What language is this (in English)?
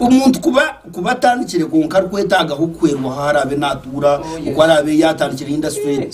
Nyankole